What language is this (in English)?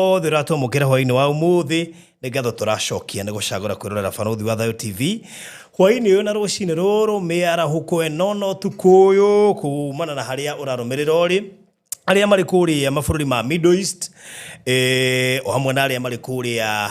Kikuyu